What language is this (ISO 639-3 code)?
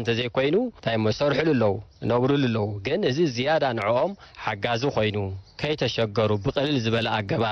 tir